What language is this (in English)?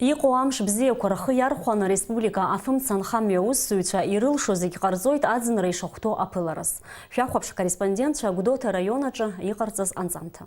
Abkhazian